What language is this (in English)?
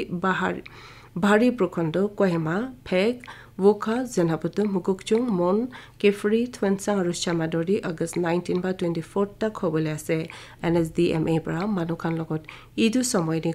Naga Pidgin